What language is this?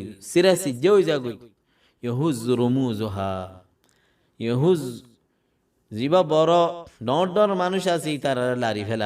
Rohingya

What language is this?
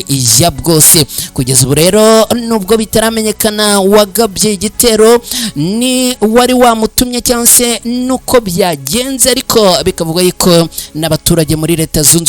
Kinyarwanda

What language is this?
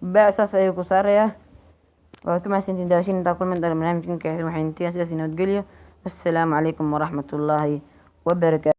Somali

